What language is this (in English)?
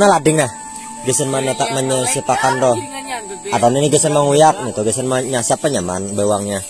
Banjar